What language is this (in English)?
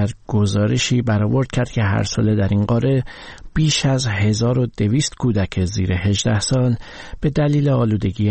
Persian